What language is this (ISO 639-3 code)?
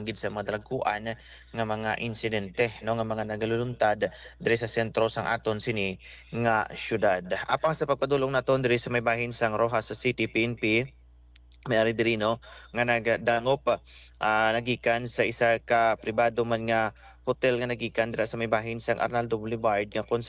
hil